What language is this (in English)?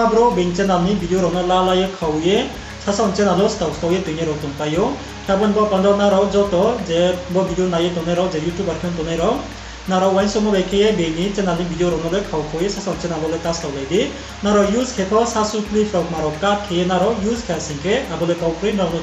Riang (India)